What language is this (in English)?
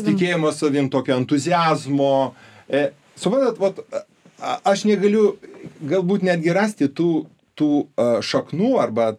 Lithuanian